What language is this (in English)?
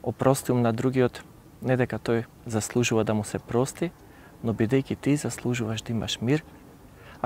Macedonian